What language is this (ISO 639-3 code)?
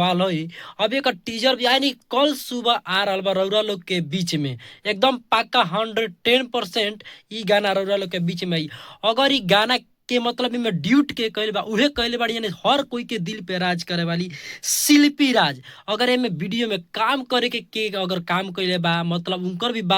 bho